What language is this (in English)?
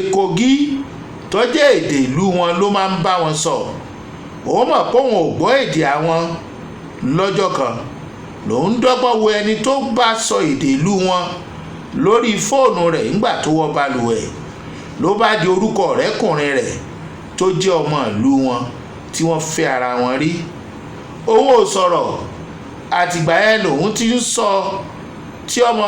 Yoruba